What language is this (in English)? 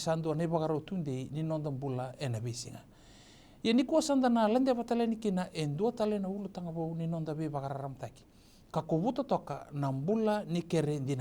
Fijian